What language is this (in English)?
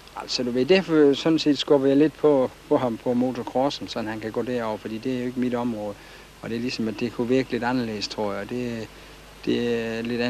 Danish